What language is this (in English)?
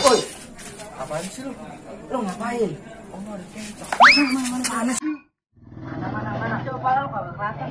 Betawi